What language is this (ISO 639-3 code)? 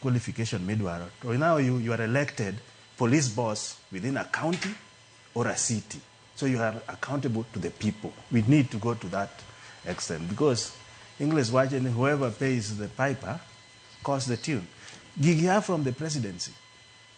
luo